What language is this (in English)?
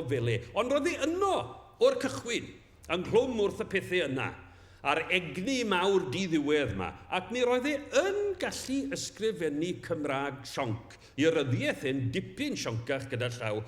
Welsh